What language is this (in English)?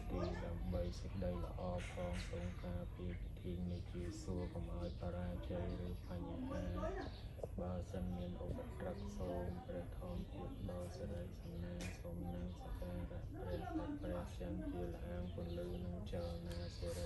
Khmer